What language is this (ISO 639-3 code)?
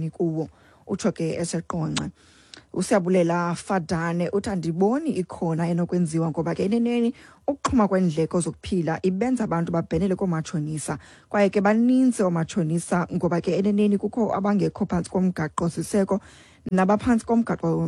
xho